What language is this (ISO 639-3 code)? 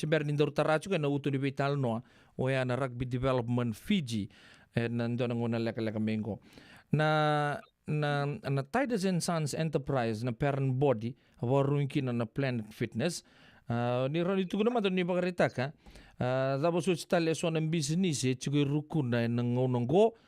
fij